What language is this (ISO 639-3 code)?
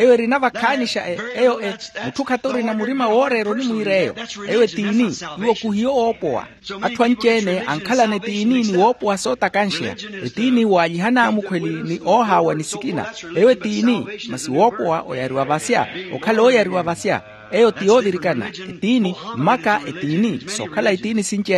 vmw